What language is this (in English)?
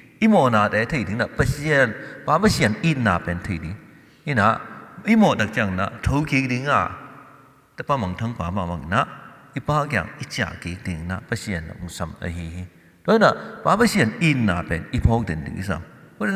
Tedim Chin